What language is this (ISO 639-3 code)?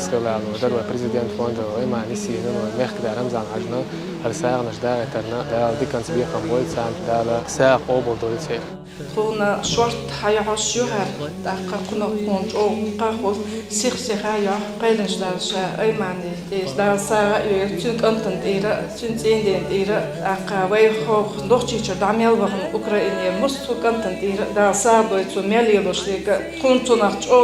che